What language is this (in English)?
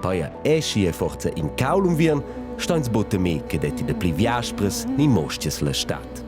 Romansh